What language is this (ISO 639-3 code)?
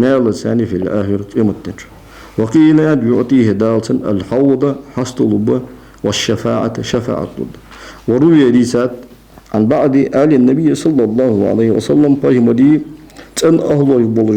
inh